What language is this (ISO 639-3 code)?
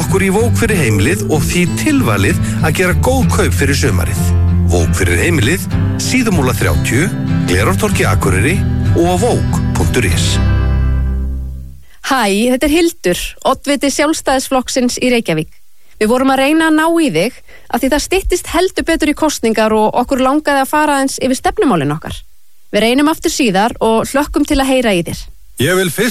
isl